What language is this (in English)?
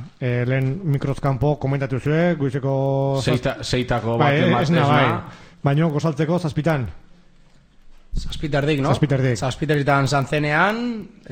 Basque